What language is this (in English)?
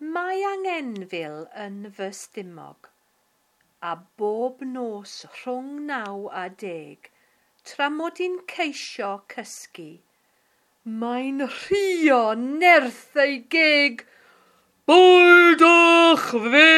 Welsh